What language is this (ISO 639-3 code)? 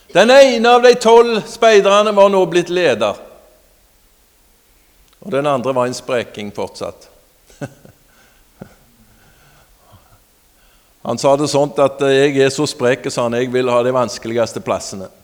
nor